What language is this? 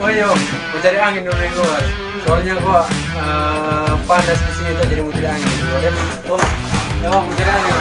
Manado Malay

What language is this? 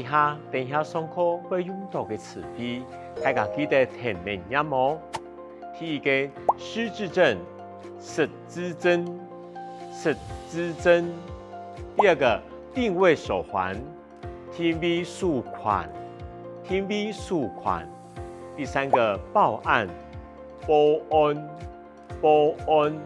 Hakka Chinese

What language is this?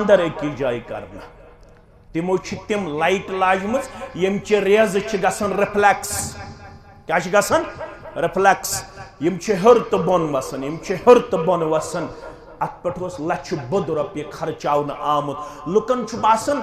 Kashmiri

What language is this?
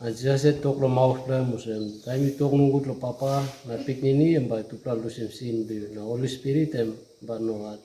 Tok Pisin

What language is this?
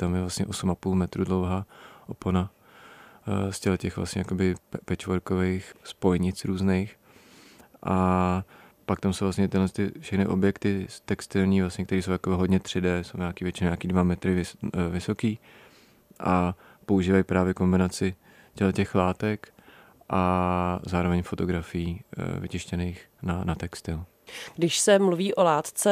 Czech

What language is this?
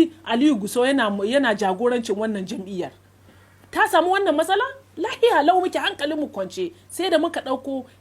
Hausa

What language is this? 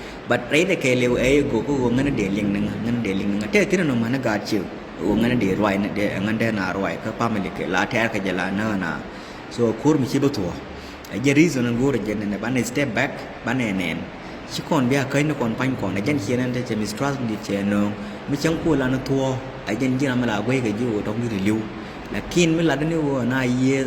Nuer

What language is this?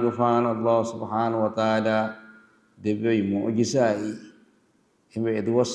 Divehi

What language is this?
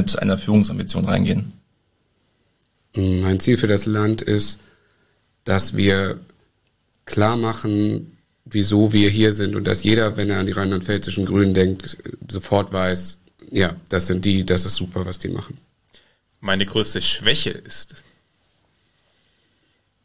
German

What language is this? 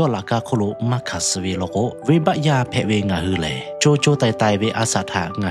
Lahu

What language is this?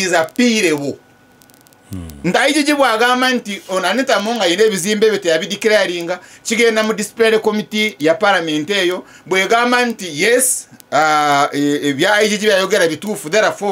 Ganda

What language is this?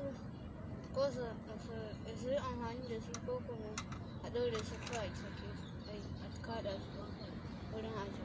Hausa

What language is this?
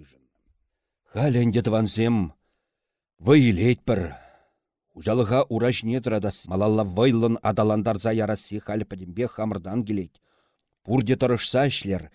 Chuvash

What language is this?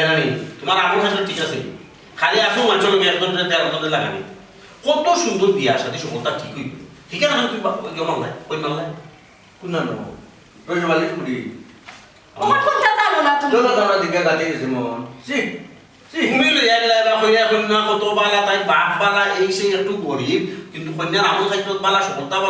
Sylheti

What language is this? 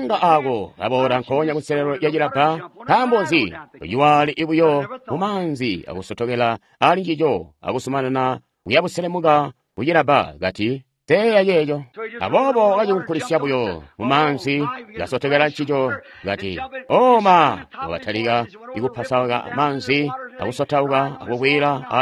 Tonga (Zambia)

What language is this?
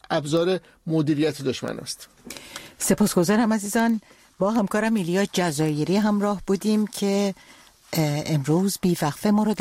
Persian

